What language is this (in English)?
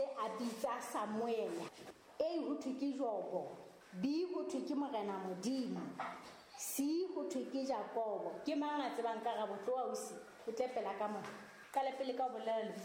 Southern Sotho